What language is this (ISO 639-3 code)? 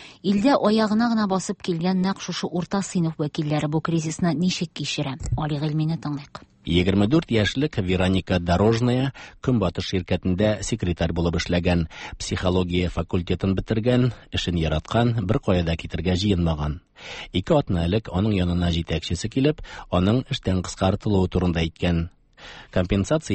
tat